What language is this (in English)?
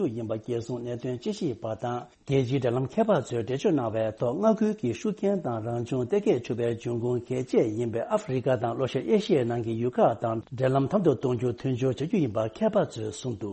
Tibetan